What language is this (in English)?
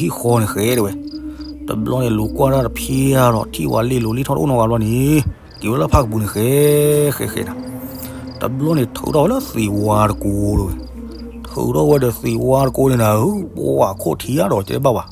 S'gaw Karen